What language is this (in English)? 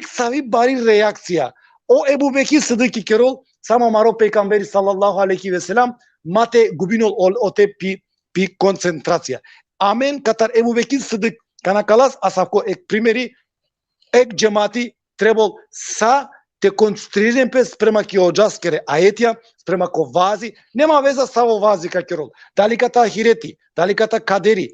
Balkan Romani